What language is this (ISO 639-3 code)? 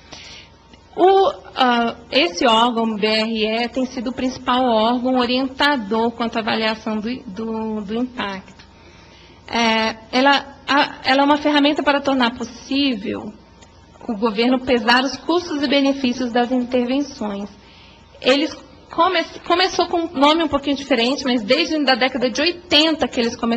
por